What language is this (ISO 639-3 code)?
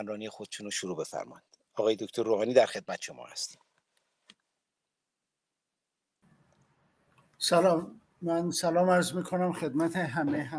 fas